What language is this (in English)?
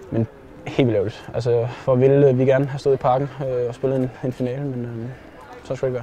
Danish